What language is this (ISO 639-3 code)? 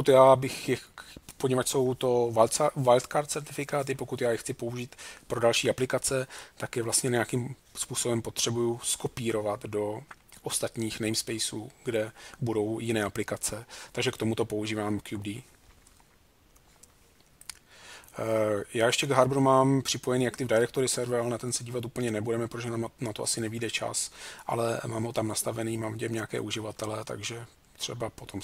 ces